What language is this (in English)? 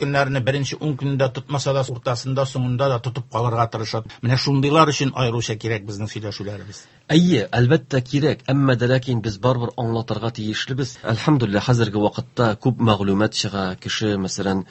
Tatar